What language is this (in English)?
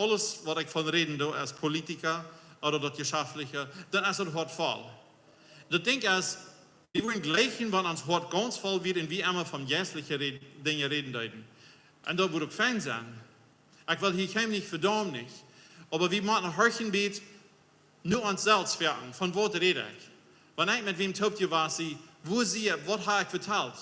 Plautdietsch